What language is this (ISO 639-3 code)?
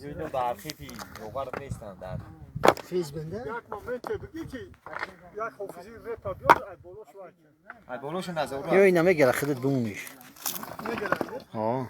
tgk